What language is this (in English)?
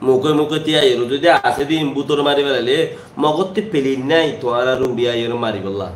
Rohingya